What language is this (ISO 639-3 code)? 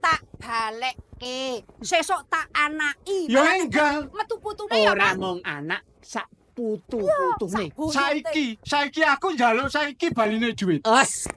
jav